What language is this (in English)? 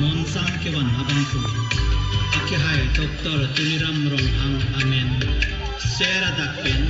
Karbi